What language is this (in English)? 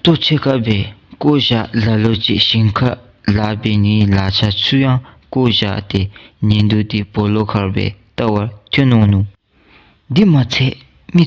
Dzongkha